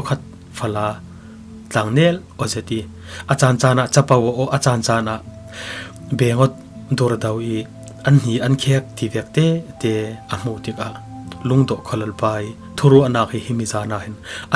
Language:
Falam Chin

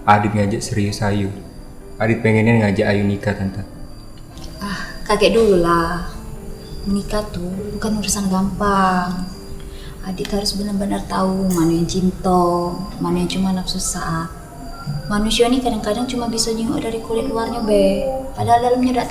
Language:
Musi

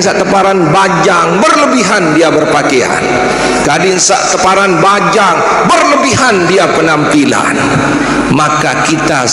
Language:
Sasak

